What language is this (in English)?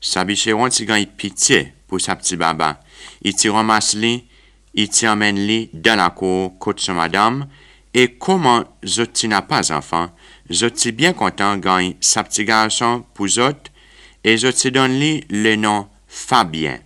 Seselwa Creole French